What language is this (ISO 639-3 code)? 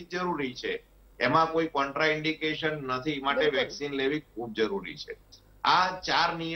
guj